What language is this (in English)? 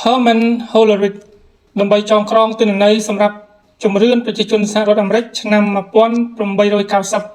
Khmer